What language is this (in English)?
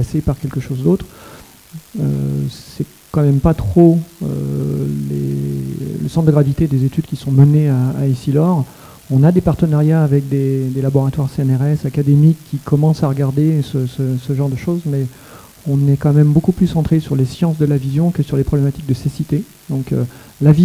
French